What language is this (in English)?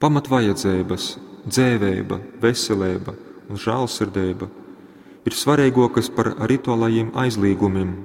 Latgalian